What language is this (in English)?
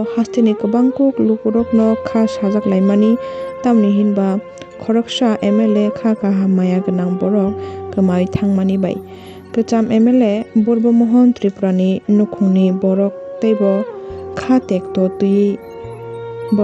Kok Borok